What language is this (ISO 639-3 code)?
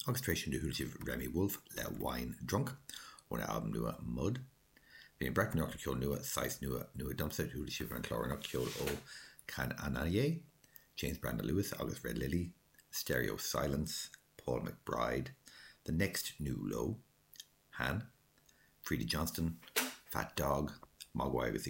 gle